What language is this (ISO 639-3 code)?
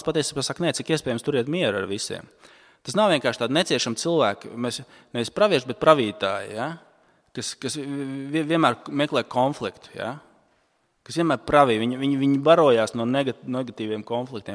lav